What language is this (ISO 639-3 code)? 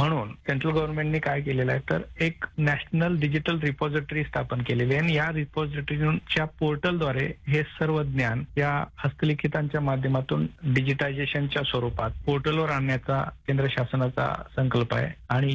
mar